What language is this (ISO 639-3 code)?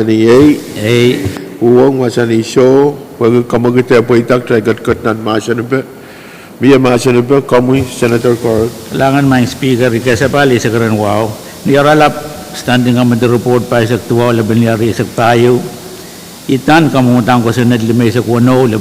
pon